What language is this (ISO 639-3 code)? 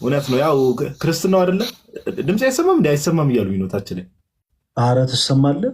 amh